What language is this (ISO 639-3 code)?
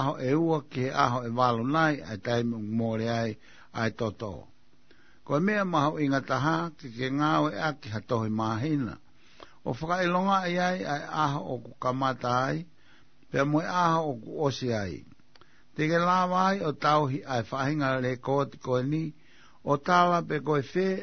ton